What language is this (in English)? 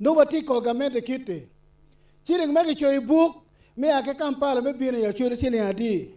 Acoli